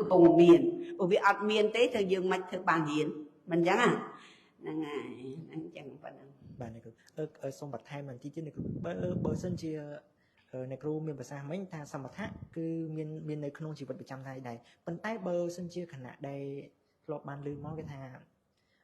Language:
Khmer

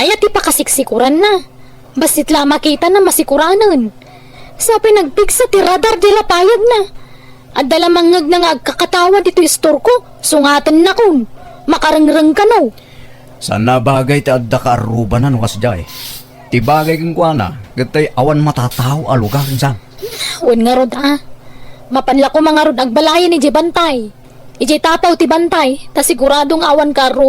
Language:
Iloko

